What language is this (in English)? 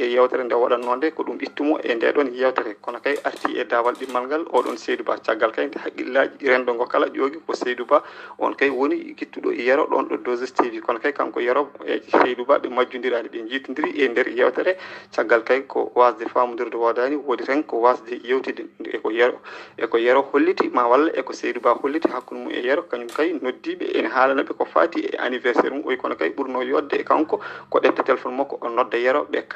Fula